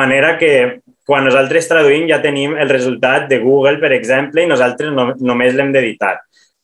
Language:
Catalan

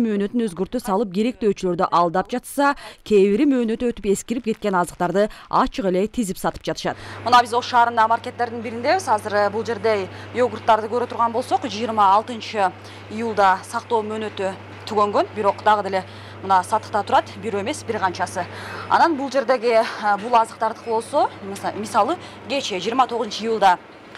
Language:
Kyrgyz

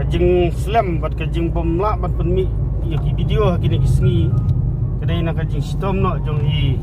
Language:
Khasi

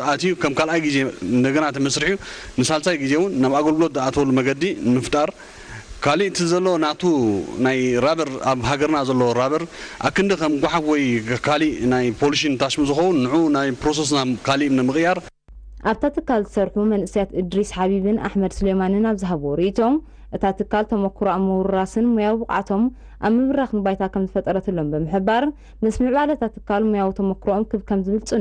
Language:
Tigrinya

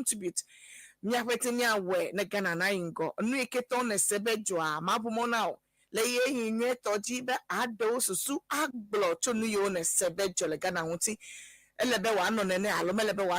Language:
Ewe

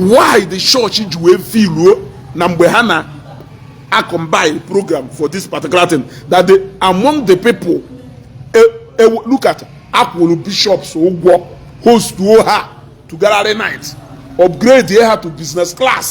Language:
Igbo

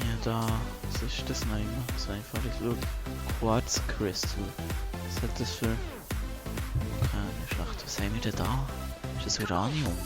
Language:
Swiss German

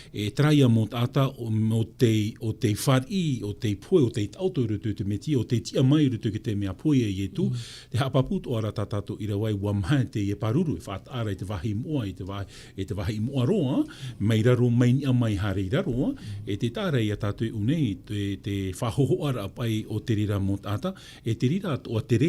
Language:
Tahitian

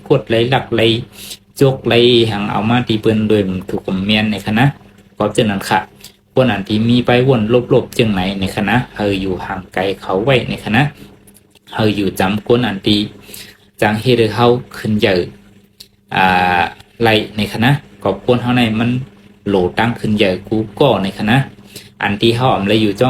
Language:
Shan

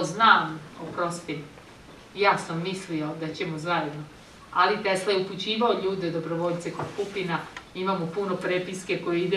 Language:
Serbian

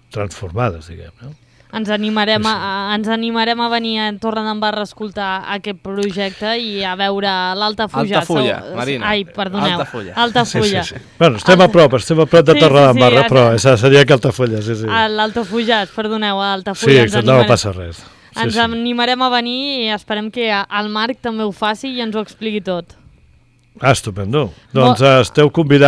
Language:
Catalan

